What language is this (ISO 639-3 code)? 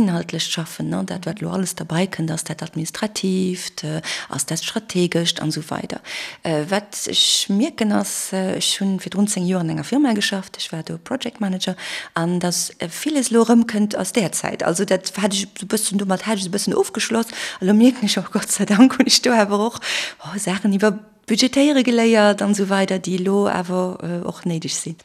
ltz